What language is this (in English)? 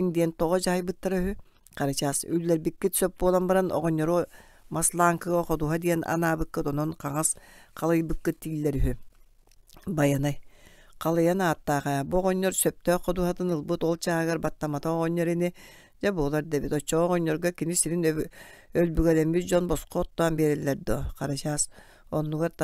Yakut